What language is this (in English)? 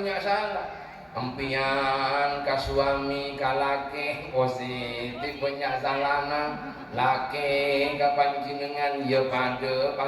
Madurese